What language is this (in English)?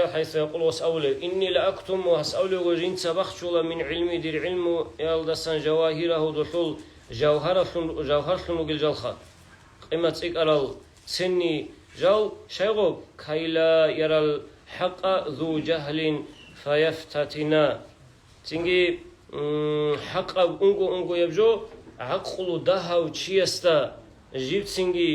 Avaric